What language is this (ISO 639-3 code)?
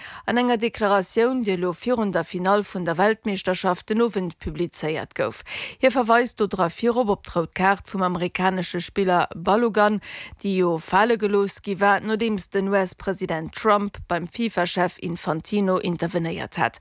ltz